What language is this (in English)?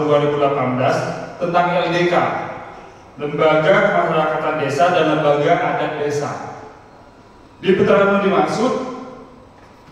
Indonesian